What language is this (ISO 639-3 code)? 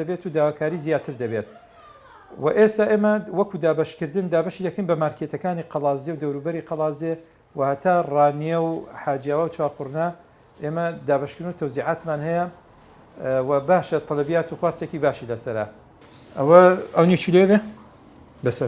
ckb